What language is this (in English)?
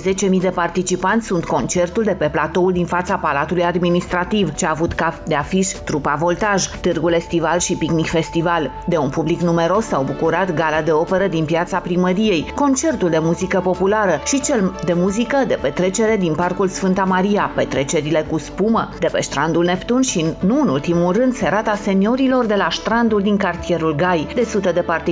Romanian